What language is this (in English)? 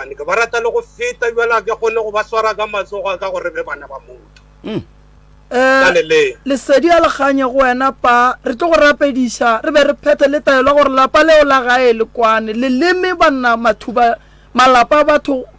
Northern Sotho